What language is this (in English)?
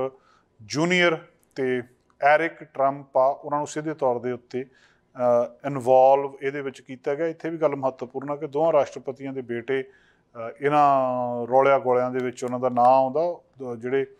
Punjabi